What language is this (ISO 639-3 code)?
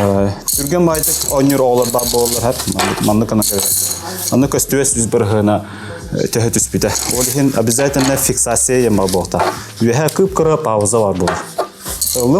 sah